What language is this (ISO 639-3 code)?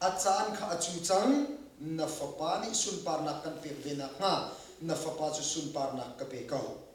cnh